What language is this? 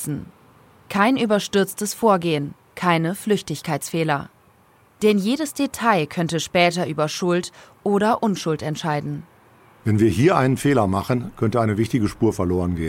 German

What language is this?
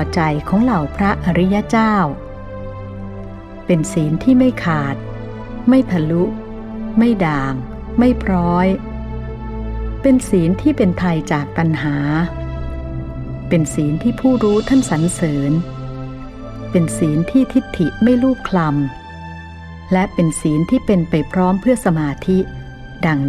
Thai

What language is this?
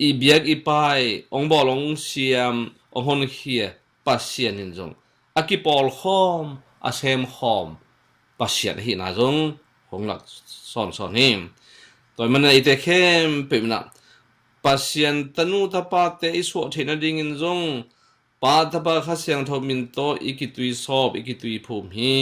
Tedim Chin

